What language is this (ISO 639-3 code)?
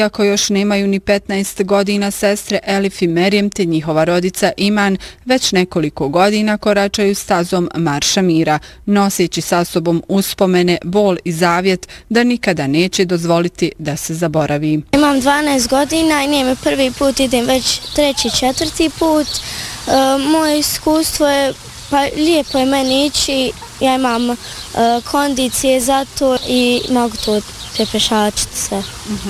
bos